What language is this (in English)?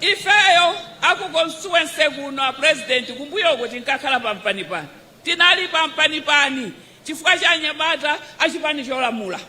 Nyanja